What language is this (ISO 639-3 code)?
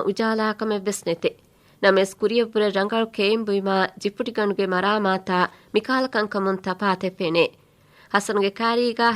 div